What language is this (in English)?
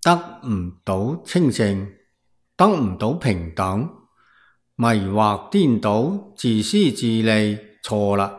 Cantonese